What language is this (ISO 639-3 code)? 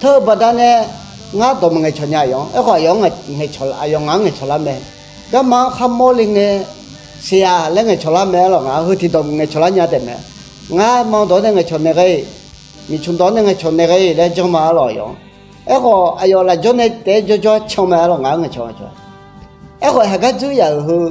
ahk